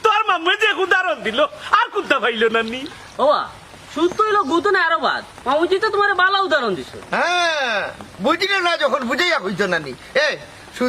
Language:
Sylheti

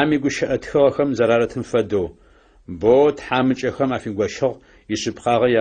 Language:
Adyghe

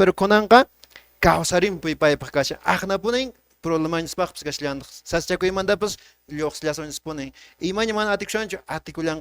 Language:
Quechua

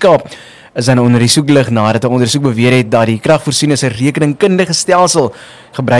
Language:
Afrikaans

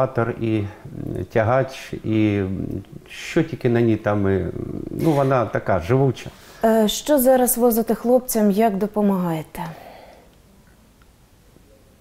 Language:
Ukrainian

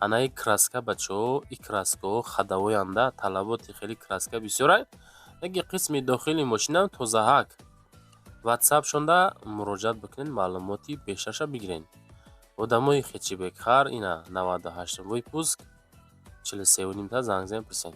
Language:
Tajik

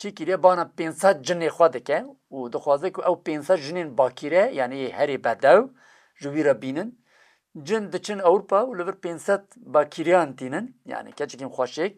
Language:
Kurdish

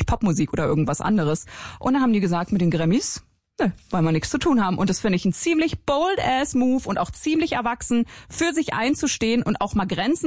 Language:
German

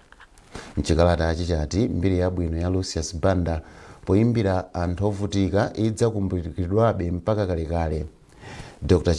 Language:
Nyanja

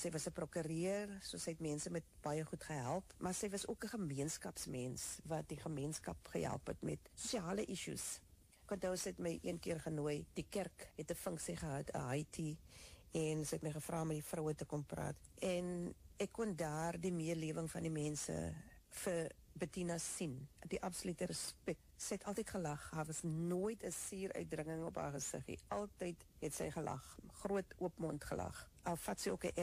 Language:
Afrikaans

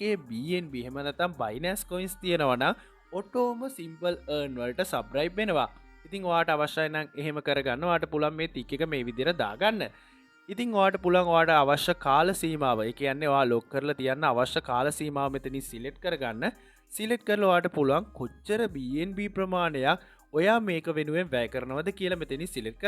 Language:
Sinhala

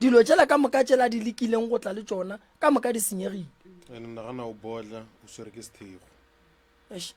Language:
Northern Sotho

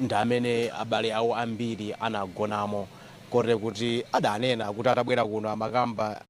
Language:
Nyanja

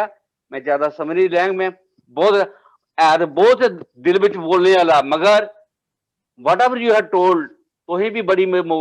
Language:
Dogri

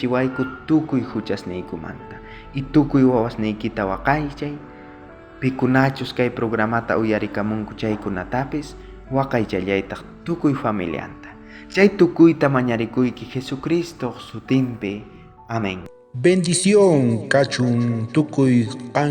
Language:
South Bolivian Quechua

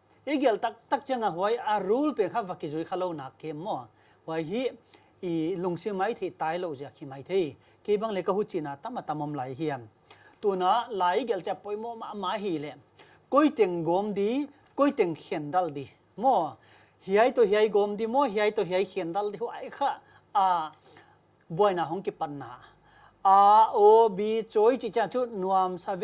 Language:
Paite Chin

